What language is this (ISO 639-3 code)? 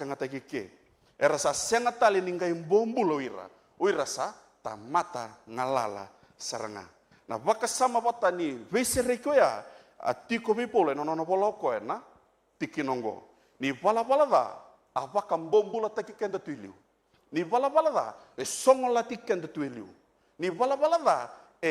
fij